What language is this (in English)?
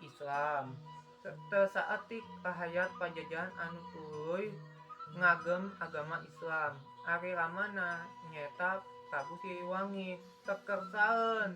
Sundanese